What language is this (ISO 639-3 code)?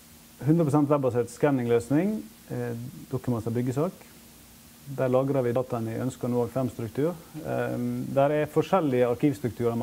nor